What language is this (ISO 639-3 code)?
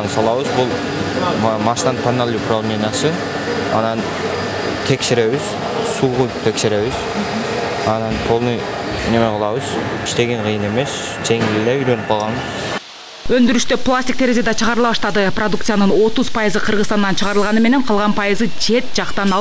kir